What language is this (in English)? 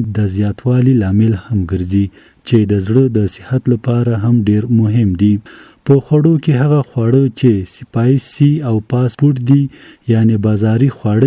Pashto